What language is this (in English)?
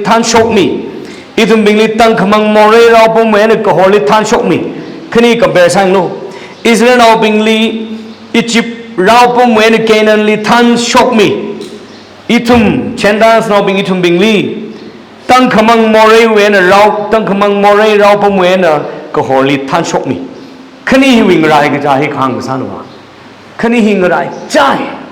Tangkhul Naga (India)